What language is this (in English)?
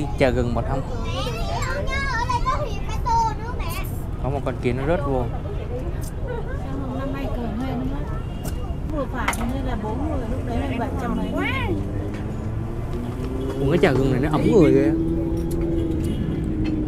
Vietnamese